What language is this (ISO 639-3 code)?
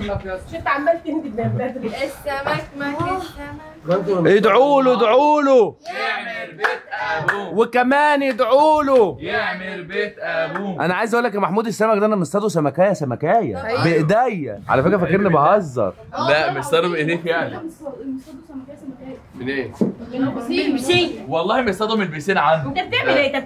arz